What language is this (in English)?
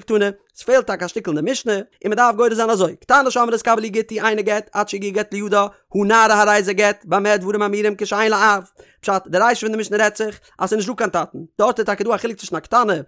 Yiddish